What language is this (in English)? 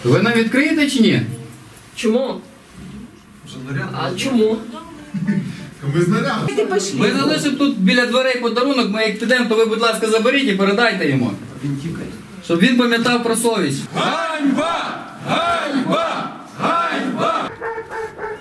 Ukrainian